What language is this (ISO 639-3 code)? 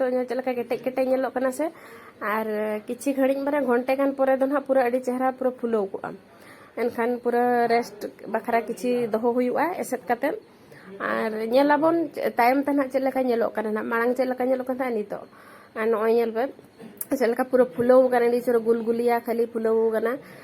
sat